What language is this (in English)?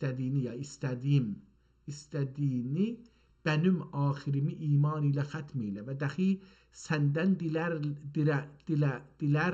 South Azerbaijani